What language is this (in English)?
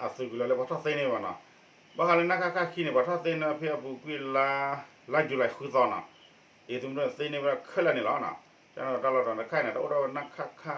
S'gaw Karen